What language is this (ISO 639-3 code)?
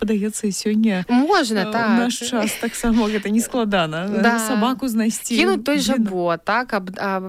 bel